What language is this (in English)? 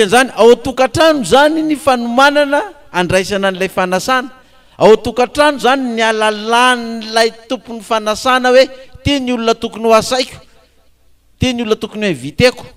Malagasy